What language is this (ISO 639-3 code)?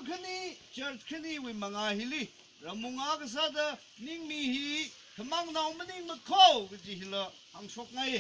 nmf